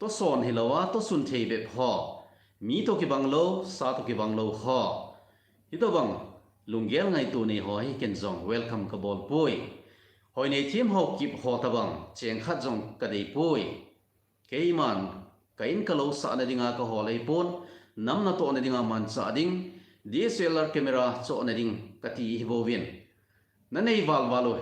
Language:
Thado Chin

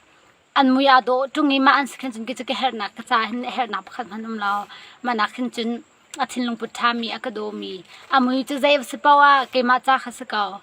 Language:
Hakha Chin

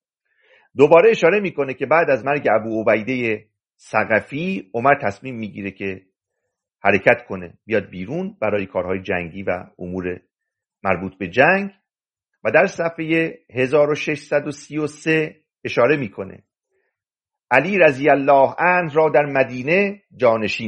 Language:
Persian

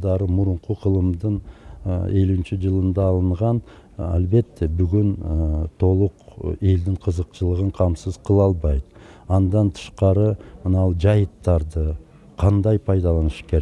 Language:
Kyrgyz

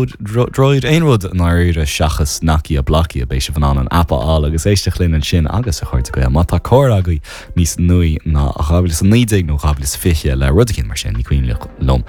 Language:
Irish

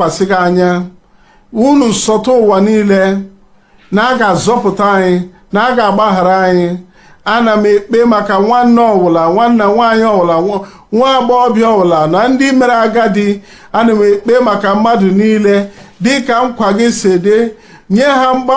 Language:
Igbo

